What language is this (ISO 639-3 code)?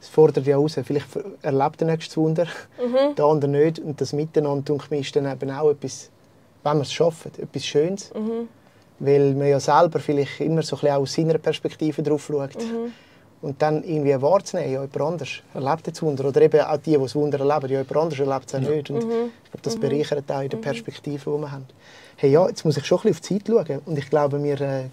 gsw